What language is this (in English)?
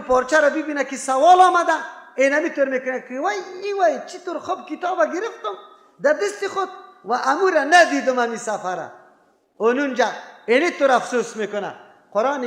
Persian